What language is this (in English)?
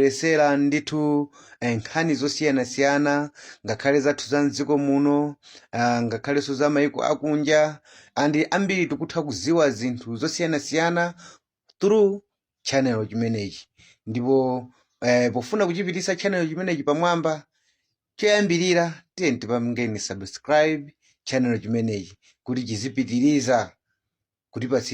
Nyanja